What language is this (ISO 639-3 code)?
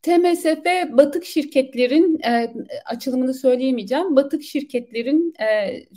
tur